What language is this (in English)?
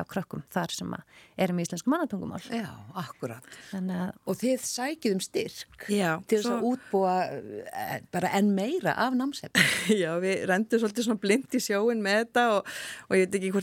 Icelandic